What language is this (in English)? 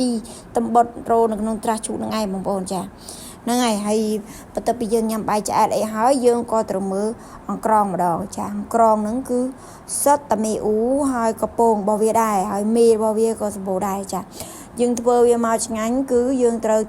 Khmer